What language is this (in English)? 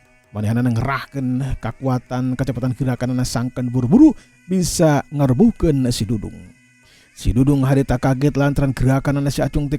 Sundanese